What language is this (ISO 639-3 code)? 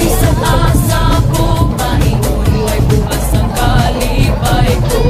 ceb